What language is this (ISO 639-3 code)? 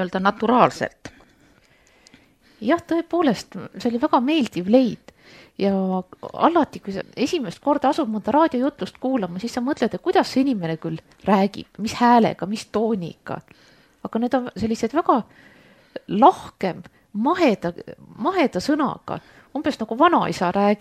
est